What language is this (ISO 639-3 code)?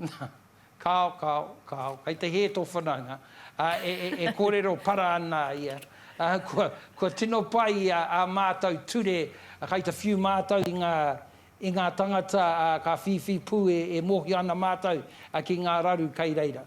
mri